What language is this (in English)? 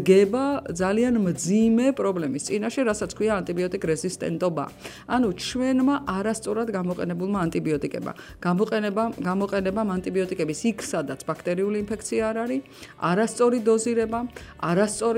Georgian